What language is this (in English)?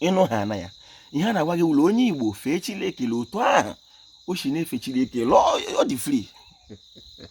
Igbo